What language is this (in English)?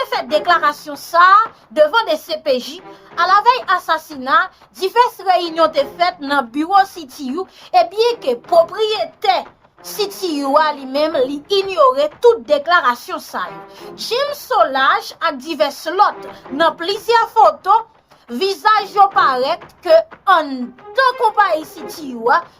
Haitian Creole